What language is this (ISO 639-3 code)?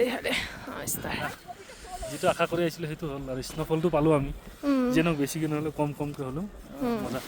asm